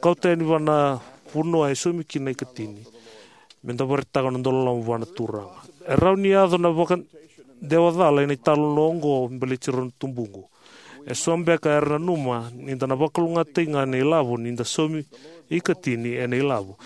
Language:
Fijian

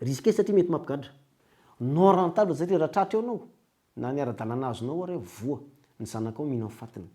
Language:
Malagasy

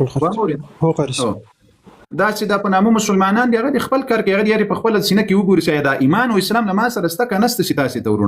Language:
Pashto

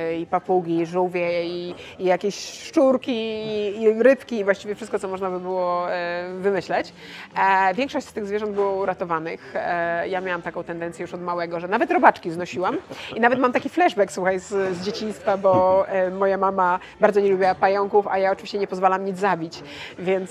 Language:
Polish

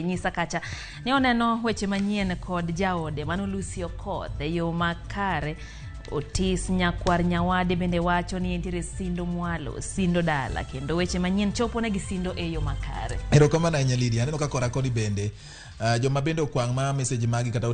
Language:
Luo (Kenya and Tanzania)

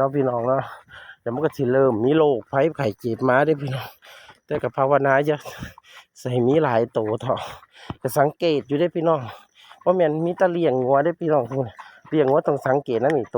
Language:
Northeastern Thai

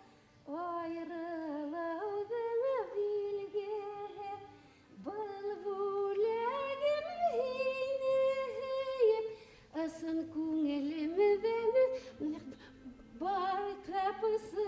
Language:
Bashkir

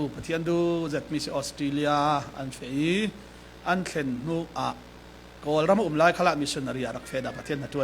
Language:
Falam Chin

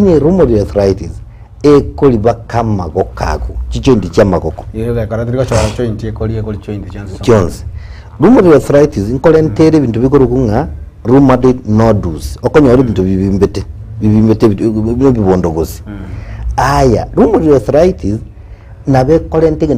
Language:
Gusii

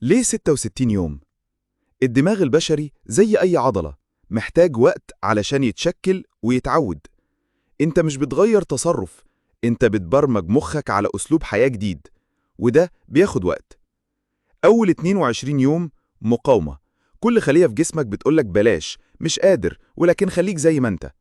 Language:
Egyptian Arabic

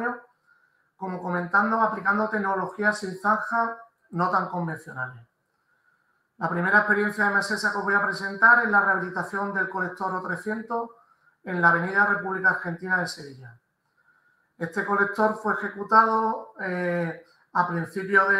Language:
Spanish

